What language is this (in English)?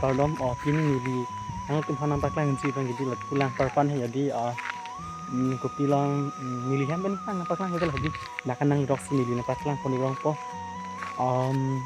Karbi